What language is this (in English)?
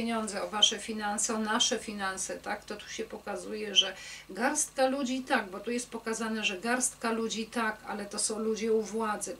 Polish